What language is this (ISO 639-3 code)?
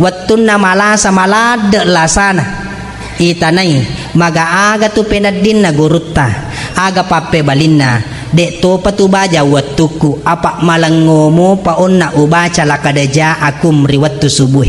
bug